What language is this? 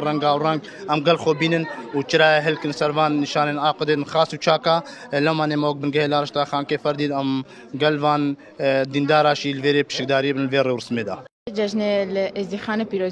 Kurdish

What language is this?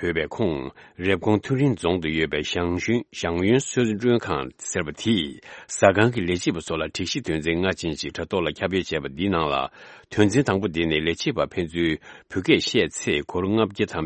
Tibetan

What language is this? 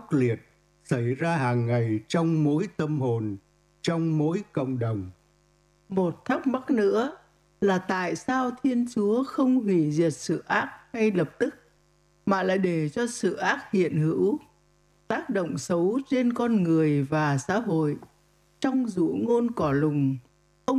Vietnamese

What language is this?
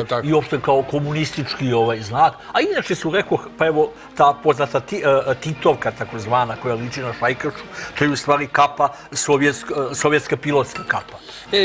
Serbian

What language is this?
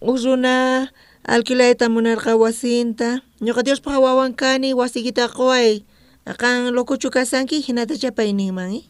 South Bolivian Quechua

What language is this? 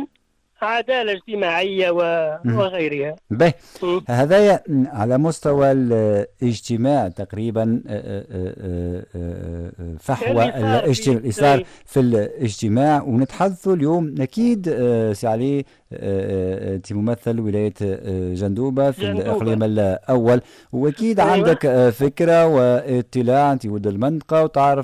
Tunisian Arabic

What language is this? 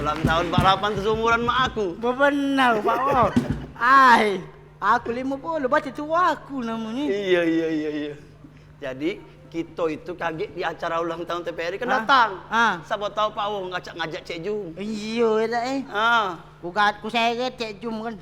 Musi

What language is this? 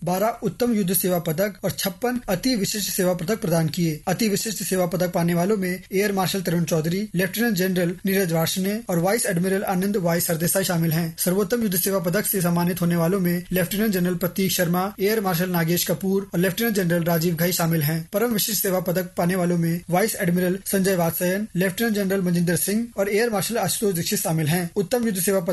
Hindi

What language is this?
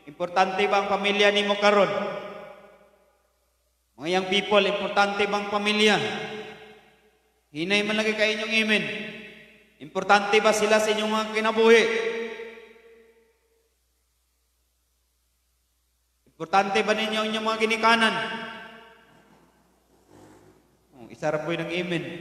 Cebuano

